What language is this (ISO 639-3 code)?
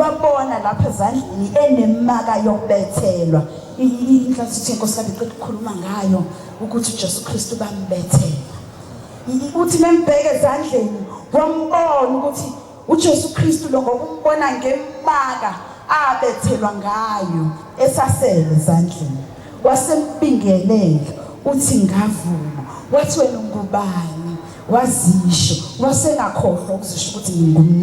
zul